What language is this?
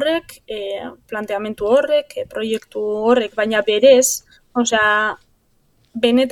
Basque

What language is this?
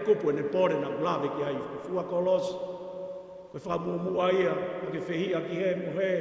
Tongan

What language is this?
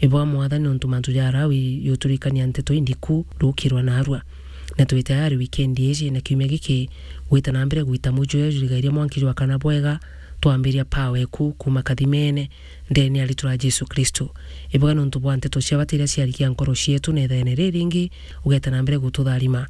Meru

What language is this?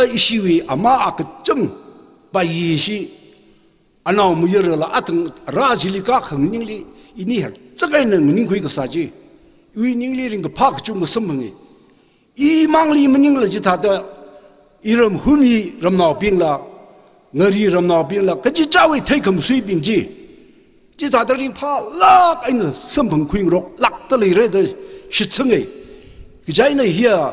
Tangkhul Naga (India)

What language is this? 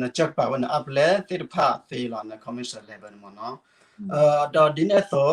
S'gaw Karen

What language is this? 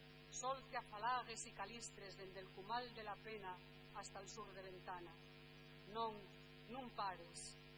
Asturian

